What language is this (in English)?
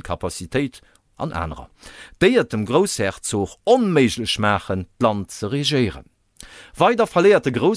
Luxembourgish